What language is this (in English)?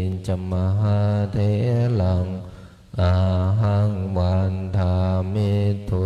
Pali